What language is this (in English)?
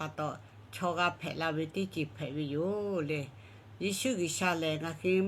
Lahu